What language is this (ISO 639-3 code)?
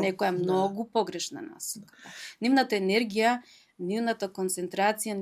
mkd